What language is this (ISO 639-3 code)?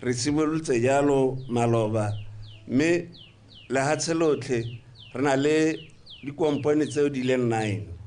tsn